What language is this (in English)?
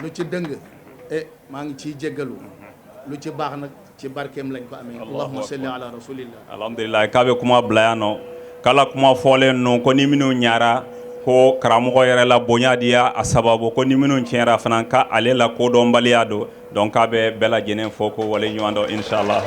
Bambara